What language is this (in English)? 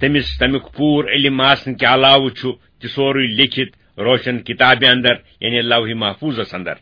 Kashmiri